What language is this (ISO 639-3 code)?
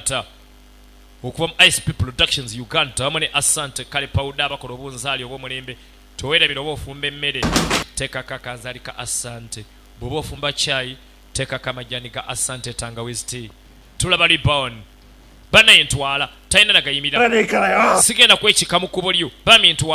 lug